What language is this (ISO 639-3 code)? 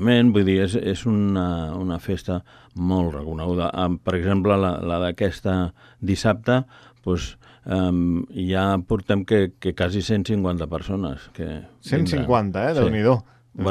cat